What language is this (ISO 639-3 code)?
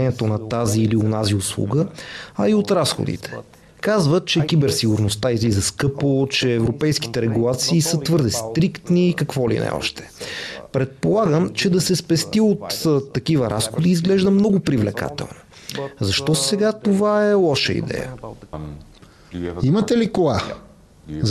bul